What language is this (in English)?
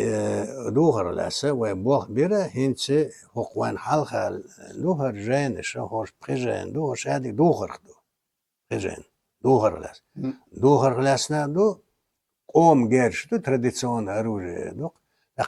Chechen